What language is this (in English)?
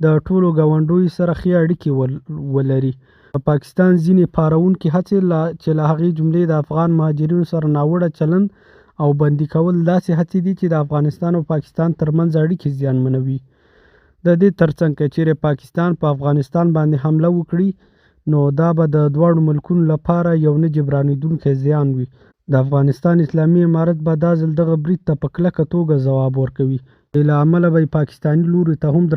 Pashto